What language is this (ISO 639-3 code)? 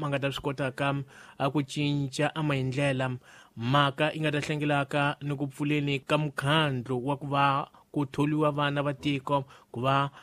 tso